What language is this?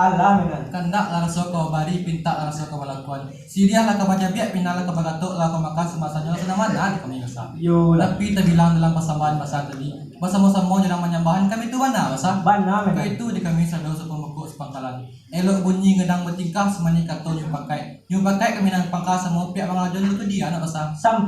Minangkabau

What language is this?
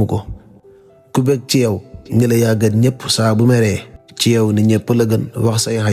Wolof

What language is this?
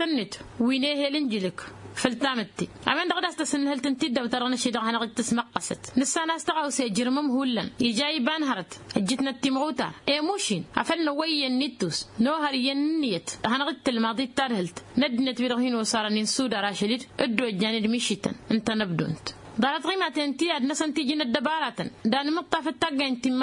Tamasheq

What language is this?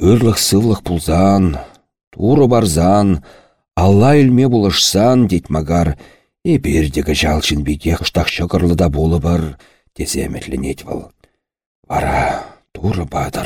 Chuvash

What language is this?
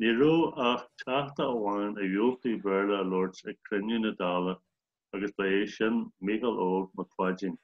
Irish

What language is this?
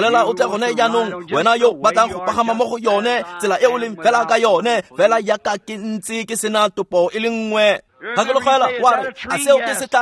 Tswana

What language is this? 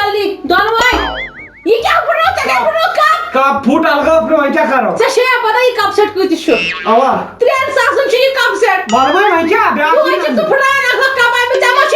Kashmiri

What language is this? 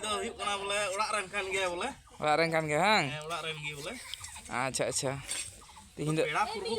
Santali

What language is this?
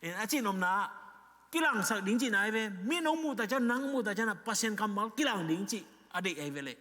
Tedim Chin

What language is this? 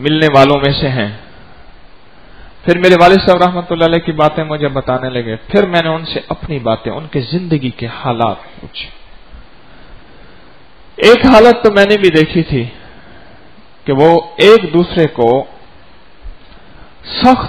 Urdu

